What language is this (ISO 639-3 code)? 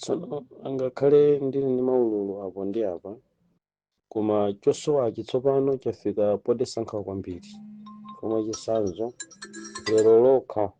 nya